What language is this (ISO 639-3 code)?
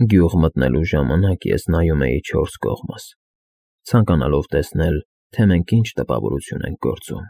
hye